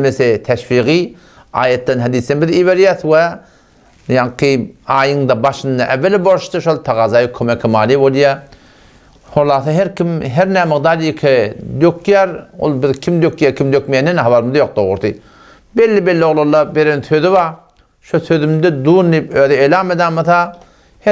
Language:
Turkmen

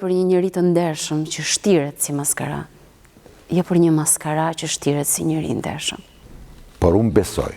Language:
Albanian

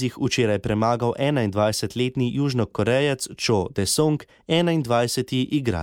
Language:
Slovenian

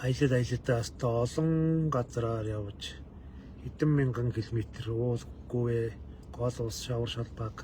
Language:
Mongolian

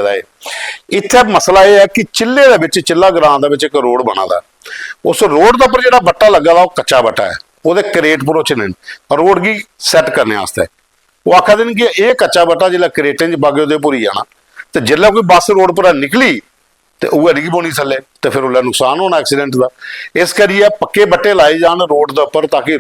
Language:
Dogri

